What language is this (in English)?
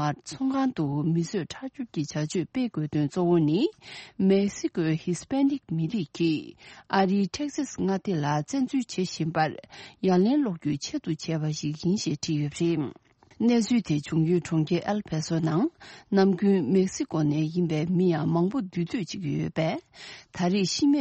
Tibetan